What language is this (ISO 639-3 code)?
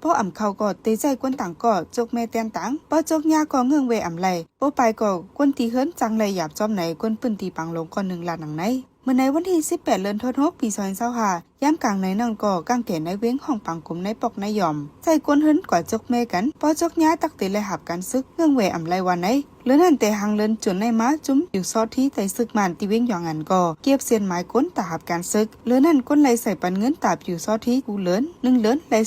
shn